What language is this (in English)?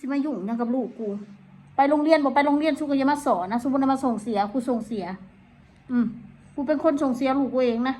Northeastern Thai